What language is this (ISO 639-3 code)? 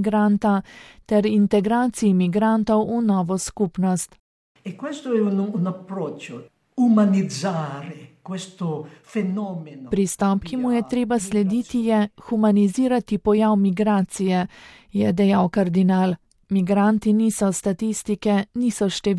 slv